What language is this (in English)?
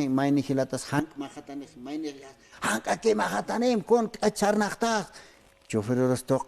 Aymara